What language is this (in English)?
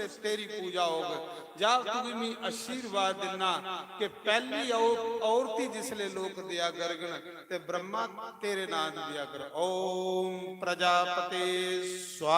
Dogri